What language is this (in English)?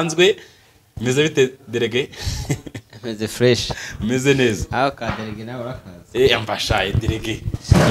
Kinyarwanda